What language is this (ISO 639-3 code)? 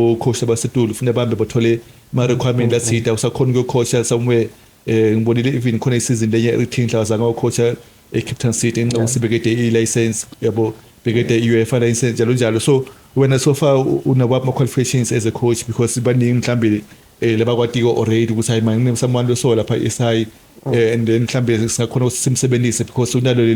ssw